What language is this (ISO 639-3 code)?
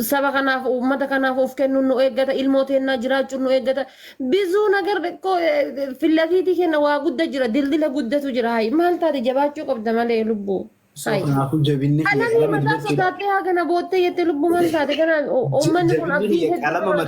orm